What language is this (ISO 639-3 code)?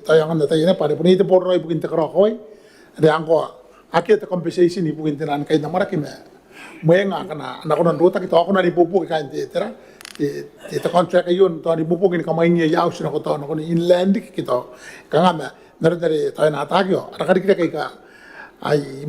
gil